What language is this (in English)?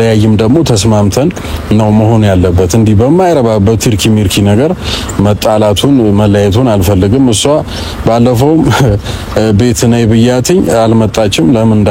Amharic